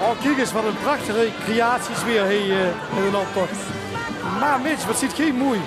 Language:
Limburgish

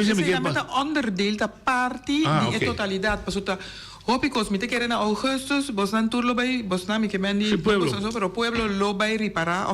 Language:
Papiamento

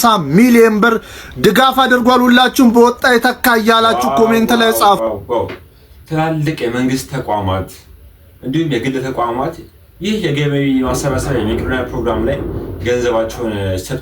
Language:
Amharic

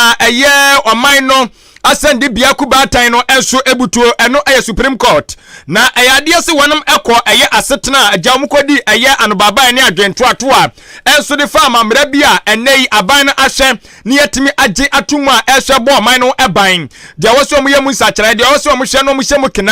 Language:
Akan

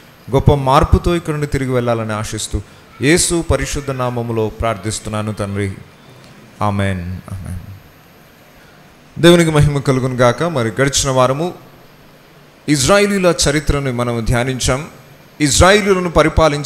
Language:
Telugu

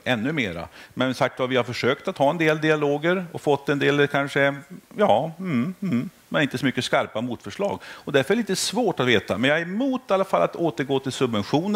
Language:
Swedish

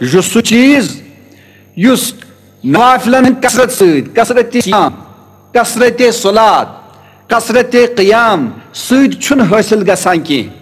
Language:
Kashmiri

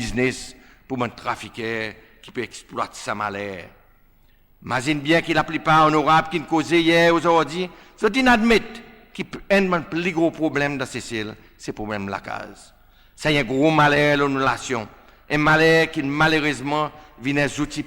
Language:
Seselwa Creole French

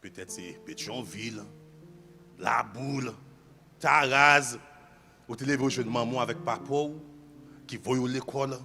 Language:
Haitian Creole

